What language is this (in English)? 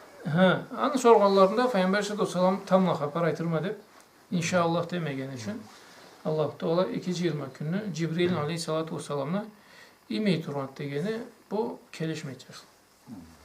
Karachay-Balkar